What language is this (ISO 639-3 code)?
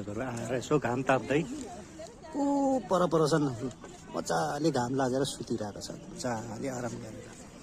nep